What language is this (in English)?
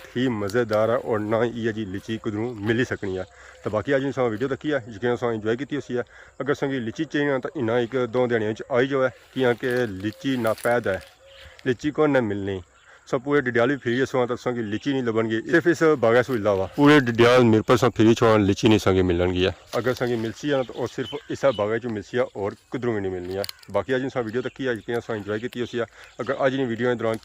Pahari-Potwari